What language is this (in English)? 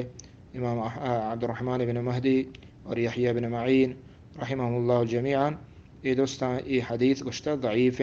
Eastern Balochi